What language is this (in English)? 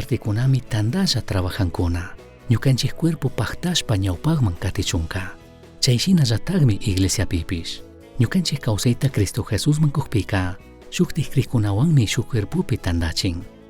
Chimborazo Highland Quichua